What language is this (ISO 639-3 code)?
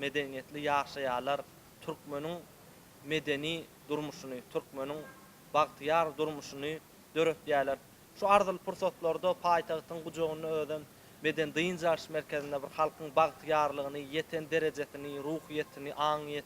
tuk